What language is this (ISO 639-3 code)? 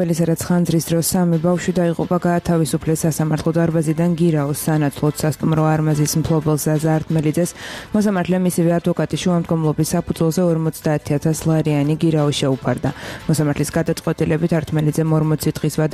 kat